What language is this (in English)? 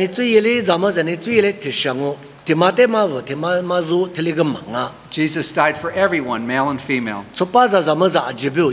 Lisu